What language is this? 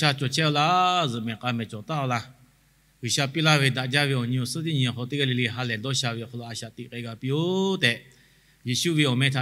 Lahu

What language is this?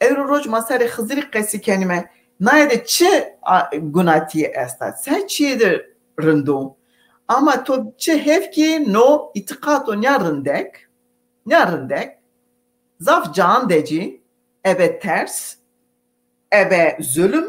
Zaza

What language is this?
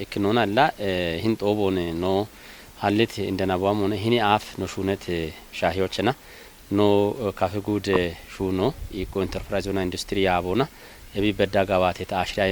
Kafa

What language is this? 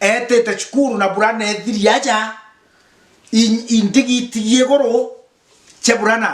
Meru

